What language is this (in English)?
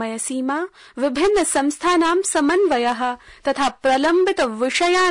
Sanskrit